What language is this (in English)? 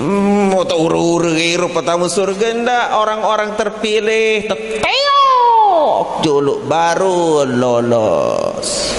Sasak